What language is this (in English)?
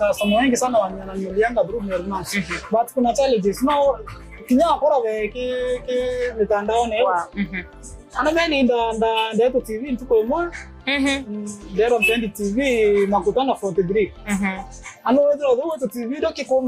Meru